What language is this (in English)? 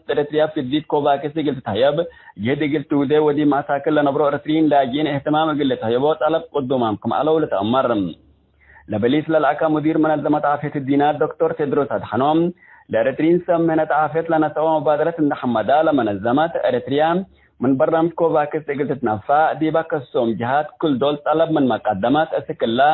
Tigre